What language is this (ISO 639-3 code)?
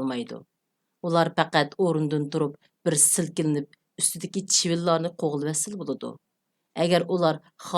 uig